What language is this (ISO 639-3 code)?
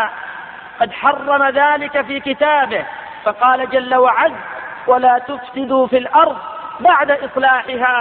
ara